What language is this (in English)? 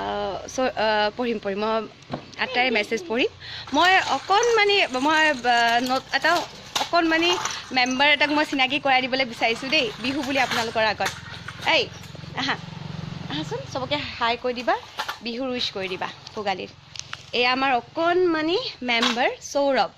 Assamese